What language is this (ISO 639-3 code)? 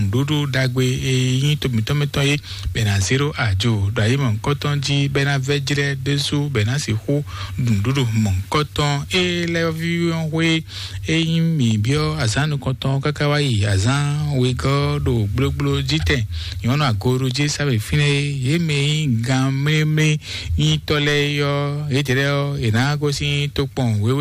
fon